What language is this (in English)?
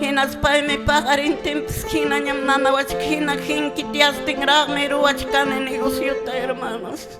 Quechua